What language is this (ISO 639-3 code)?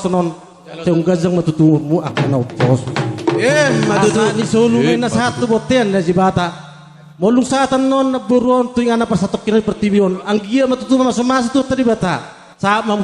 bbc